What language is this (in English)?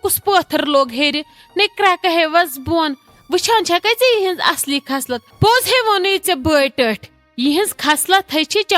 Kashmiri